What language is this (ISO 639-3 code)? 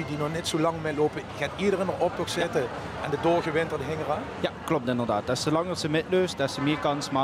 lim